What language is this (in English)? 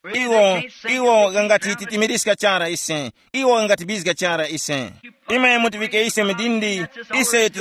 Tumbuka